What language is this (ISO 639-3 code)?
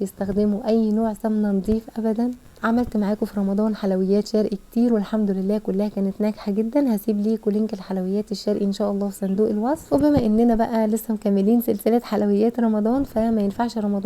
arz